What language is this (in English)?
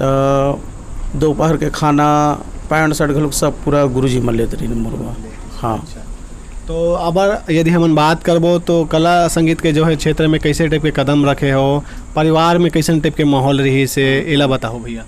Chhattisgarhi